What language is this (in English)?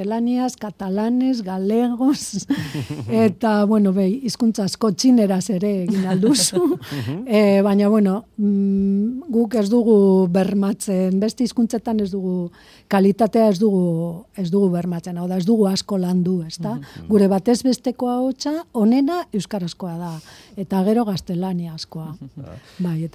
Basque